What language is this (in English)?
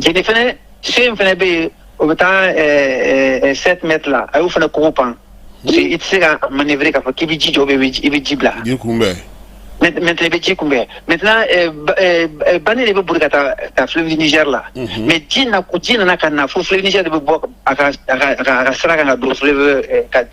Bambara